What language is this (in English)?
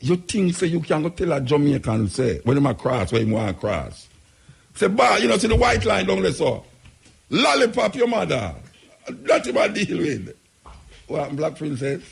Jamaican Creole English